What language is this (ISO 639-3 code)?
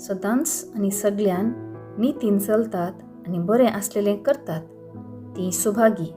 kok